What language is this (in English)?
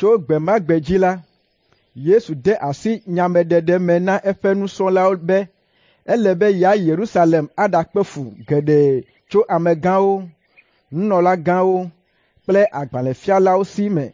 Ewe